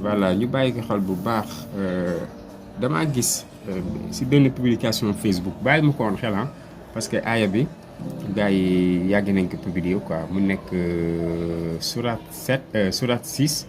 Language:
Wolof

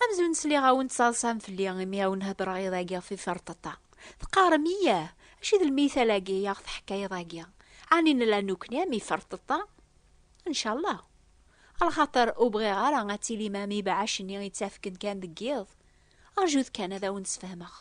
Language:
Kabyle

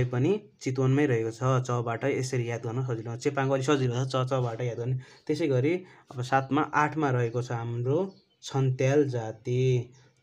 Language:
Nepali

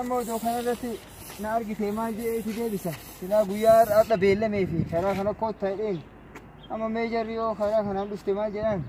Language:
Oromo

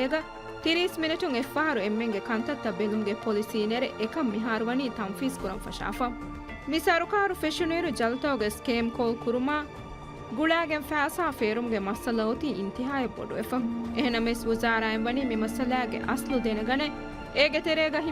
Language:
Divehi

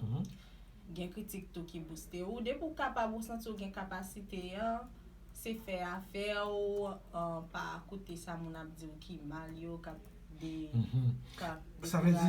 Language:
Haitian Creole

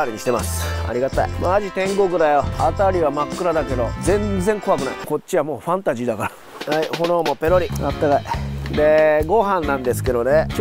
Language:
Japanese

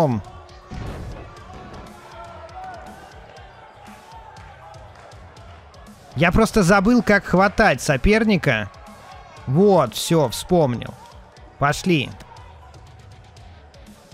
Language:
Russian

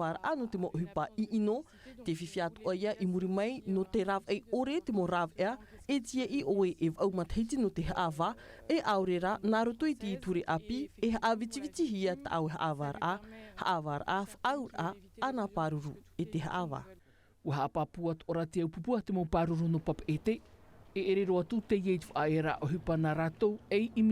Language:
Tahitian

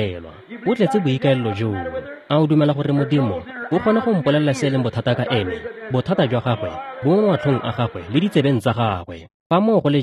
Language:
Tswana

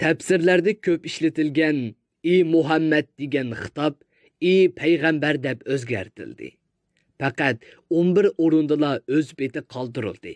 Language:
Uyghur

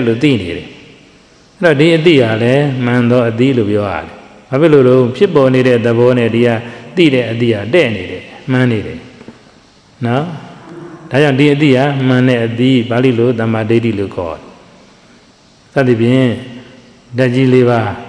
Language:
Burmese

